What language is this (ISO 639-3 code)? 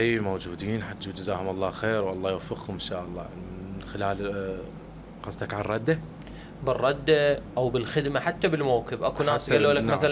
acm